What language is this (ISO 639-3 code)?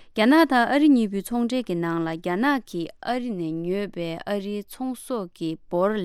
bod